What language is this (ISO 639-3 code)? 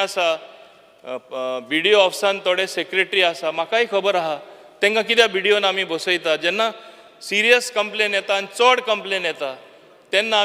kok